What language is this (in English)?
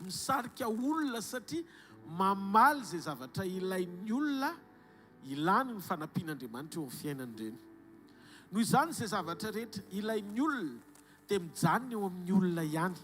Malagasy